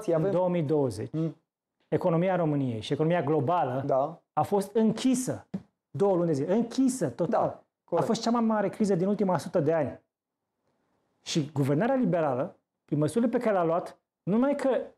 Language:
Romanian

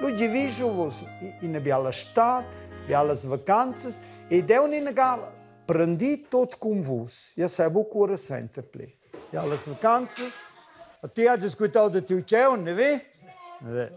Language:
Romansh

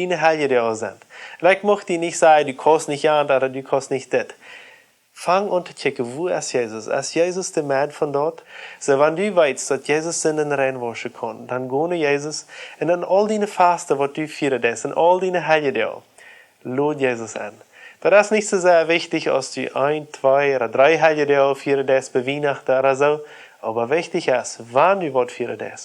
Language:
Plautdietsch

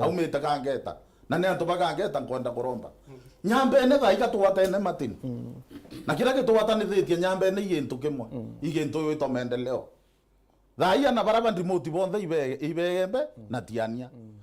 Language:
Meru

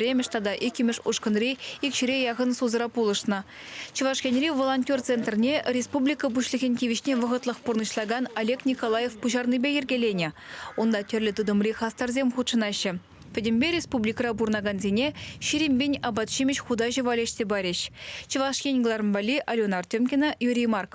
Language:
Chuvash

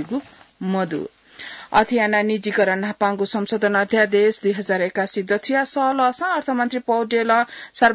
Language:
Newari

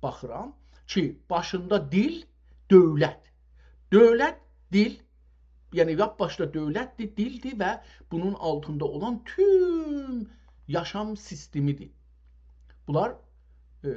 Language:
South Azerbaijani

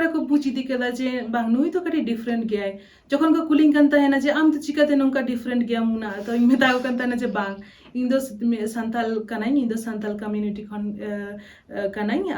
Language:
Santali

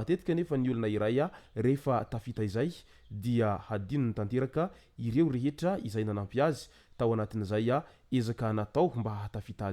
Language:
Malagasy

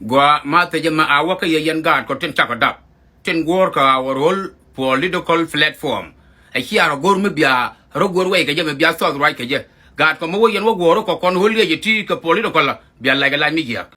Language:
Nuer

